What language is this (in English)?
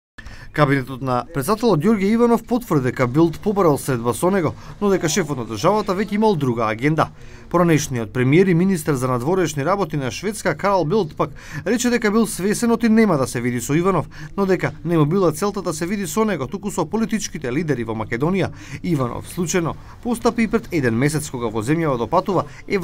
Macedonian